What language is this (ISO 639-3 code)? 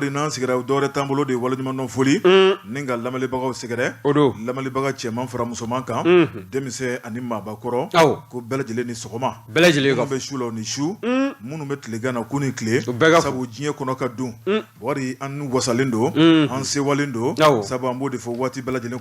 bam